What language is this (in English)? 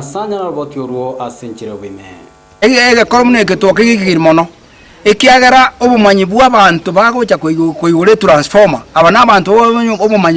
Gusii